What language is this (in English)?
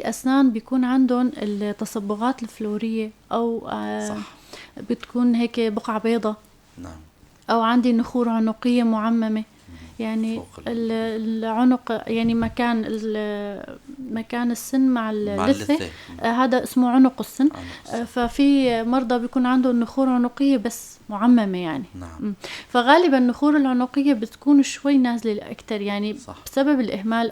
North Levantine Arabic